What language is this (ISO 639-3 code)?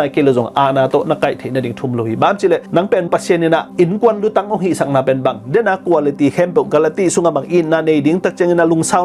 ctd